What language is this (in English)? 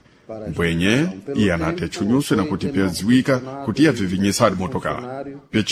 Sena